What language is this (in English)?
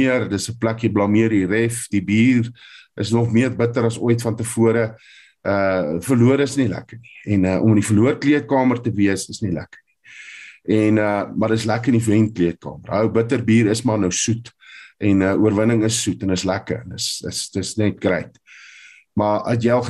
Afrikaans